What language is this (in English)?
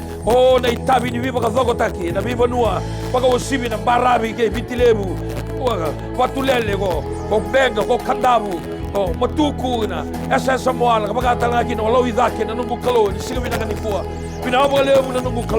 Fijian